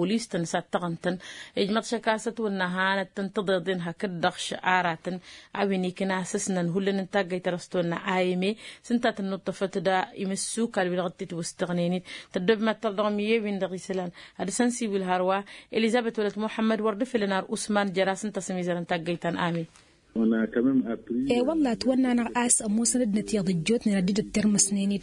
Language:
Tamasheq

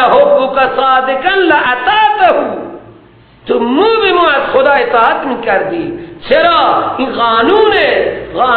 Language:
Persian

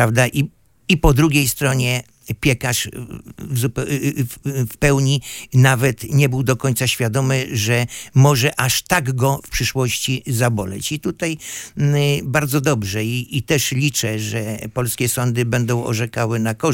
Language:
Polish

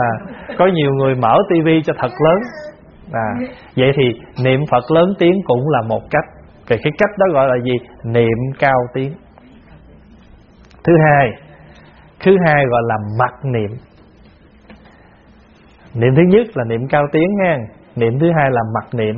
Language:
Vietnamese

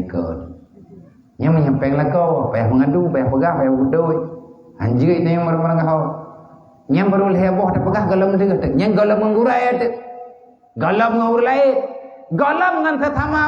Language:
Achinese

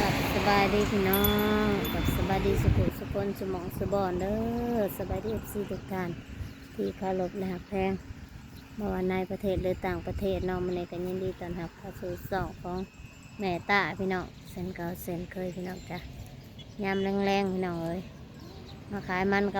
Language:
Northeastern Thai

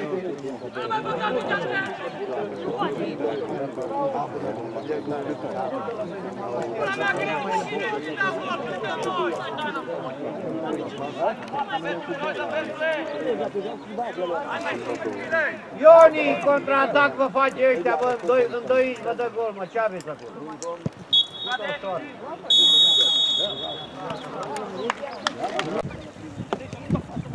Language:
Romanian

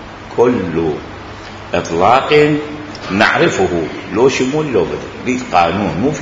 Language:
Mesopotamian Arabic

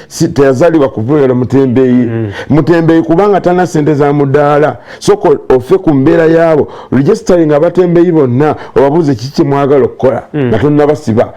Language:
Ganda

